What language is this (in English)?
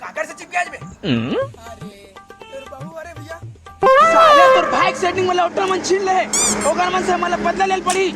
Chhattisgarhi